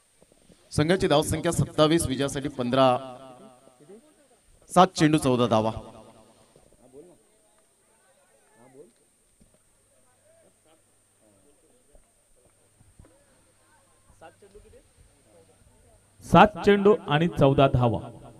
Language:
Marathi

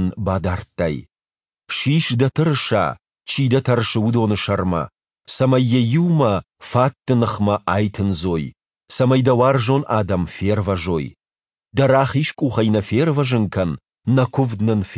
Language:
Ossetic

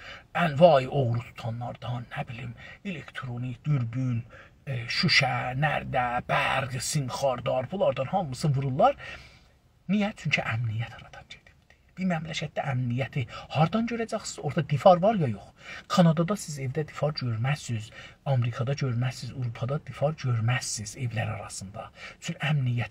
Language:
South Azerbaijani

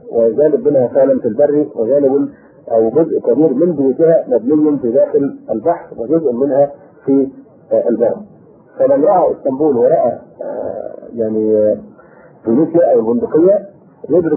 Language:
Arabic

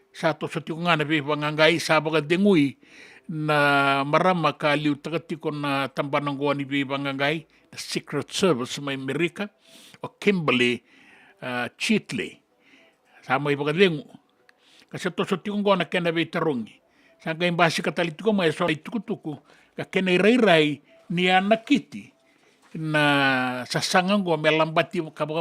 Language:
Fijian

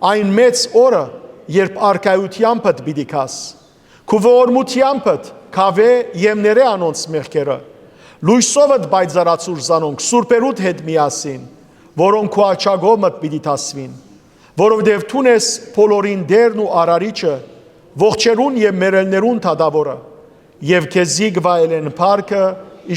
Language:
Western Armenian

